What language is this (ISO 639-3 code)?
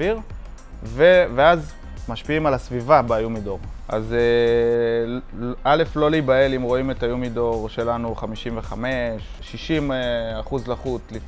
heb